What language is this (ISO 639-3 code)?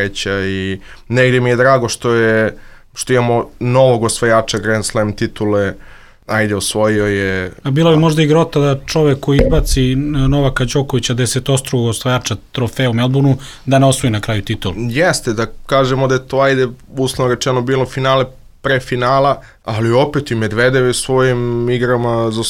srp